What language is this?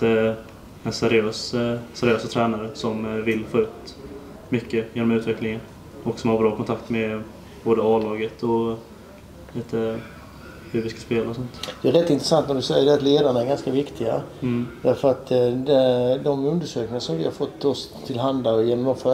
Swedish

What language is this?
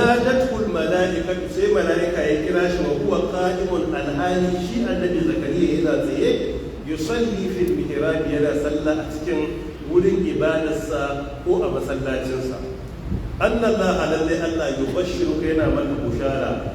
Hausa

